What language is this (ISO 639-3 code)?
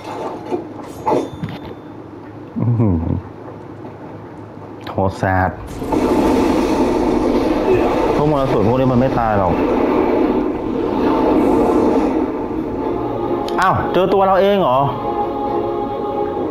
tha